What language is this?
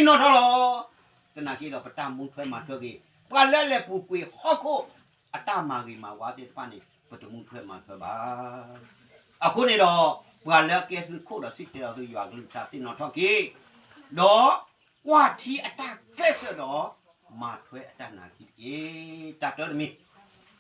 S'gaw Karen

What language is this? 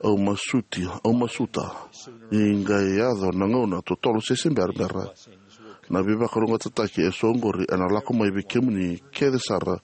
Fijian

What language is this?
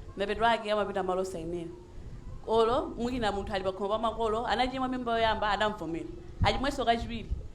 Nyanja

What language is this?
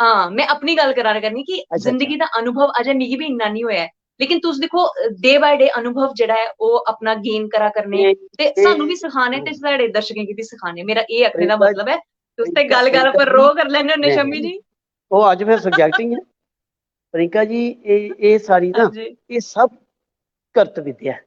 Dogri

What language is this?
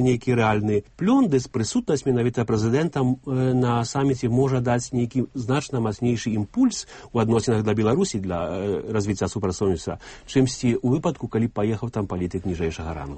Belarusian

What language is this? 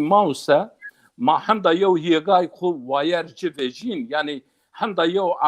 Zaza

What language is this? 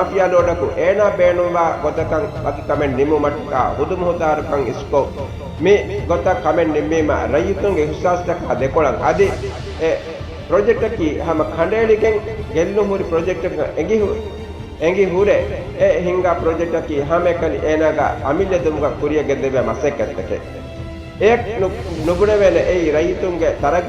Divehi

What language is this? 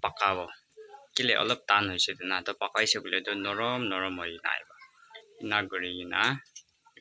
Naga Pidgin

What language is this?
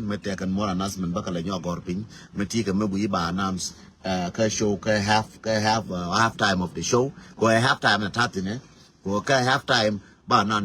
Nuer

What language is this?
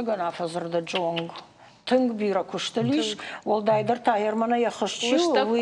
Ossetic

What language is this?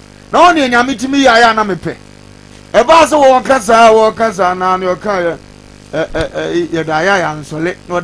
Akan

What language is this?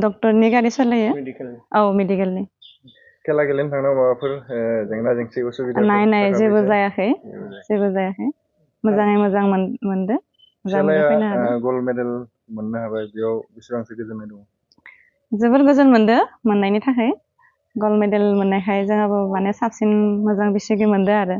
Bodo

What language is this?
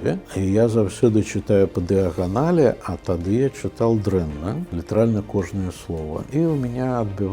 Belarusian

